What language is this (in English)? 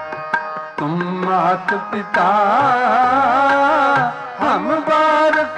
Punjabi